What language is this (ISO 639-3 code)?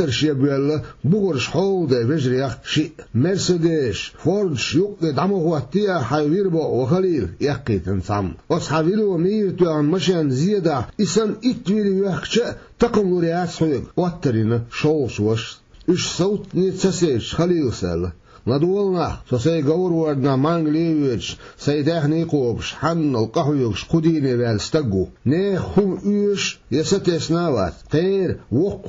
che